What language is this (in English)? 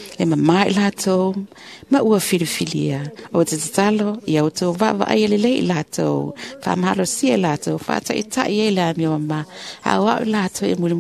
Samoan